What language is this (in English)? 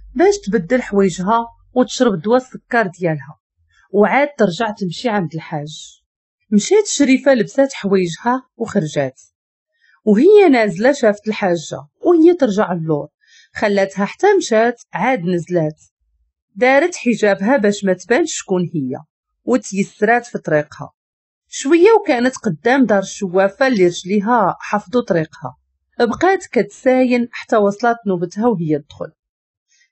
Moroccan Arabic